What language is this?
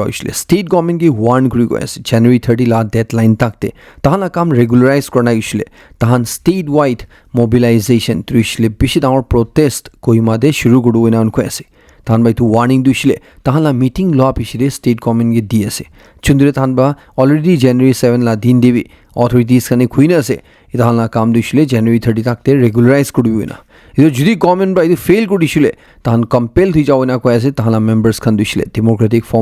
Naga Pidgin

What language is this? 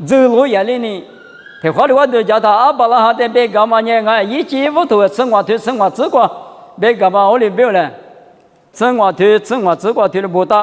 Lisu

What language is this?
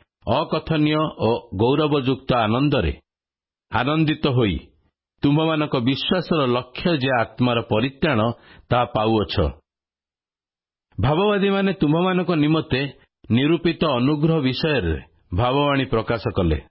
Odia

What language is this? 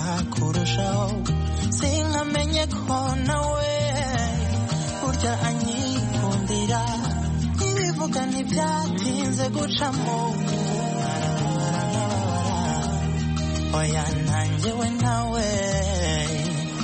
Kinyarwanda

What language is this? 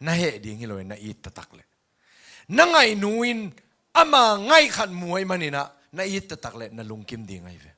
Tedim Chin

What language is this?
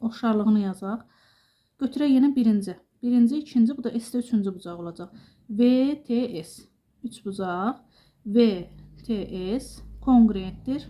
Azerbaijani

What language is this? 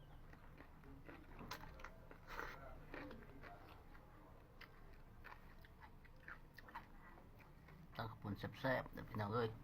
Lao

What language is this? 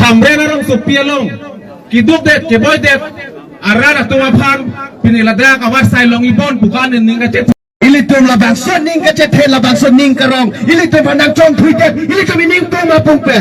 Karbi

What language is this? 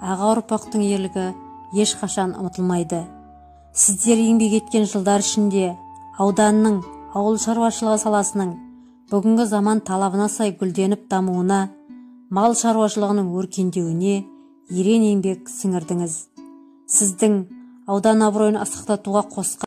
Kazakh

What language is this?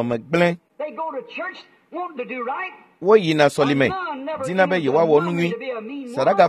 Ewe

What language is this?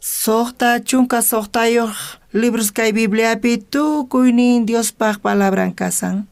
South Bolivian Quechua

